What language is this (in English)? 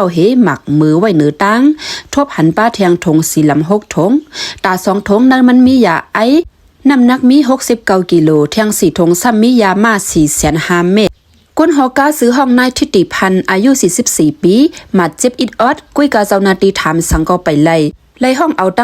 Shan